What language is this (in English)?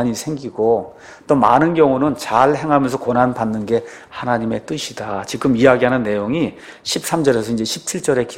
Korean